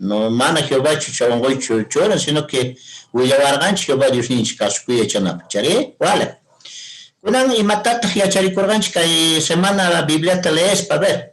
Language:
Quechua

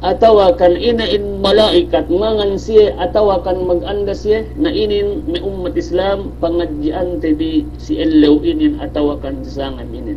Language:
Yakan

